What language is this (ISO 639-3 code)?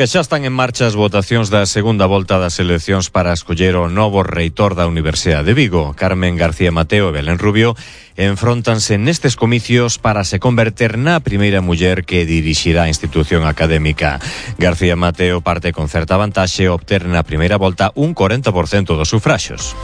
glg